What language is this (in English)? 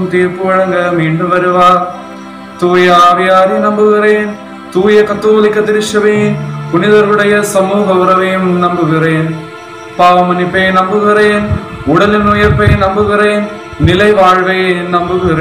Tamil